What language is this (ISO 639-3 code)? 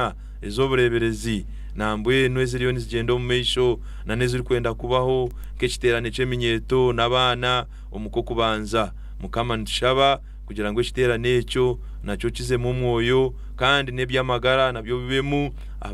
nyn